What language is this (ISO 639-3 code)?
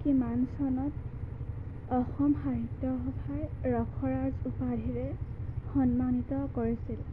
asm